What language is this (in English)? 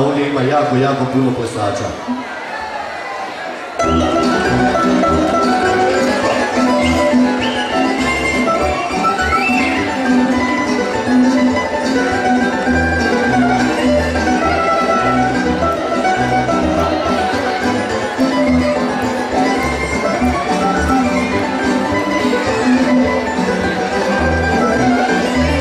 Croatian